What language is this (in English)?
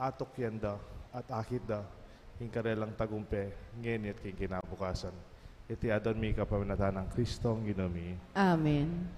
Pampanga